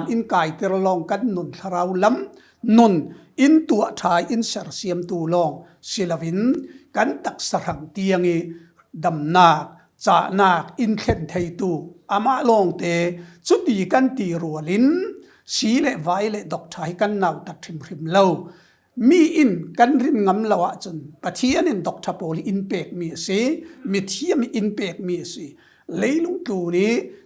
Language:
Falam Chin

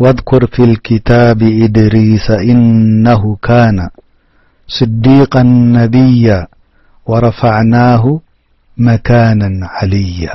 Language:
Tigrinya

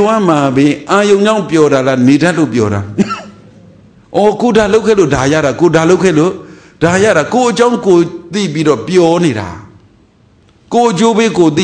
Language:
Burmese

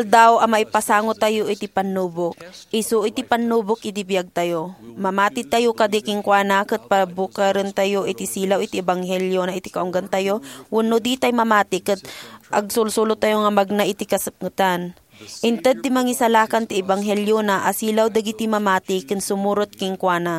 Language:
Iloko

